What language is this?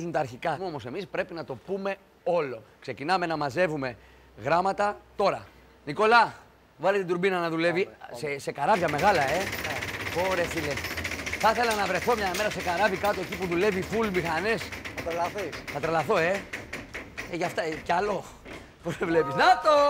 Greek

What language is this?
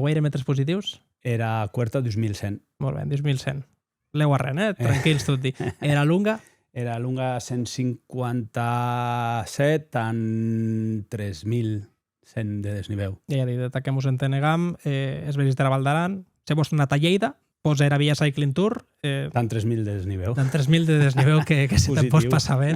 Occitan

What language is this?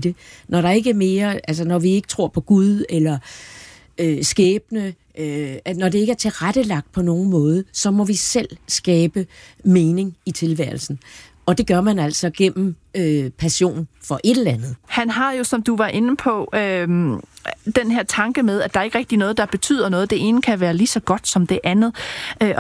Danish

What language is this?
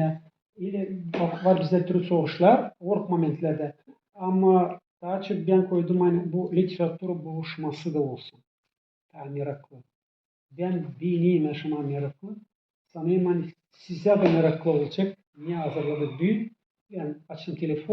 Gagauz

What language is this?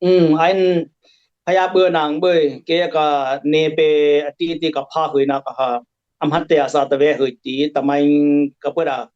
Dimasa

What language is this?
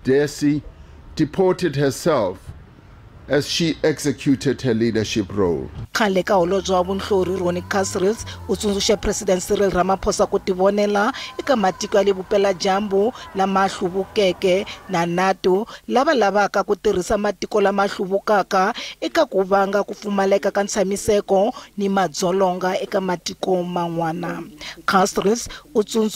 Tsonga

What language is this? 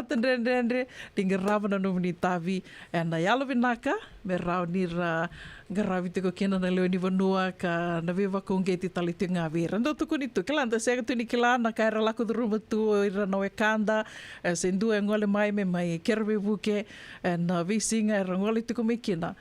Fijian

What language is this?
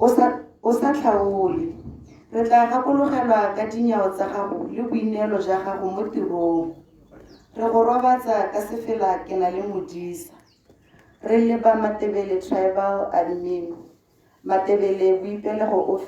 Tswana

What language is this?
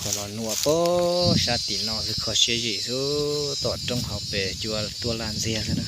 Hmong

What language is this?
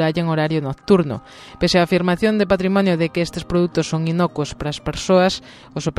Galician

